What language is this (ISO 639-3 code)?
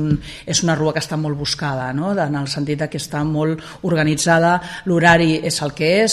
cat